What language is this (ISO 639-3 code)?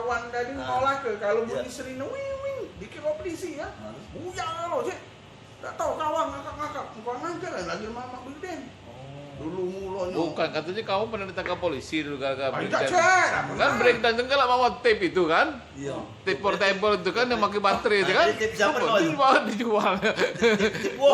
mui